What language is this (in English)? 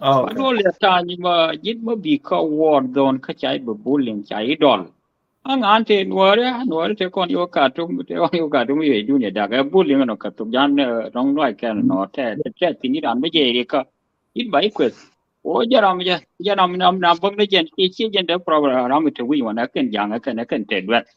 Nuer